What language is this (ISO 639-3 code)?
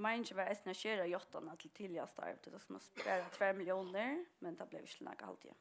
fao